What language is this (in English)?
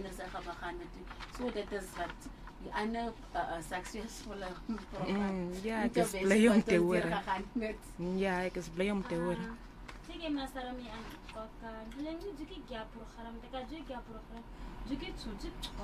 Afrikaans